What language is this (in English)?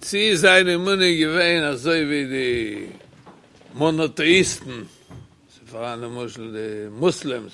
Yiddish